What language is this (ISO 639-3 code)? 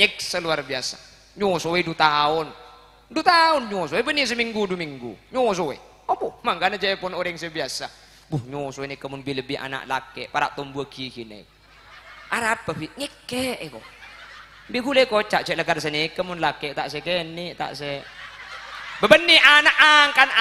mad